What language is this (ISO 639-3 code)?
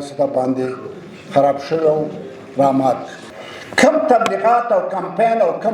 pus